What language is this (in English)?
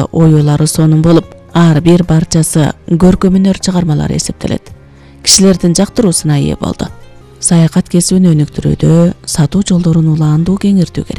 Kyrgyz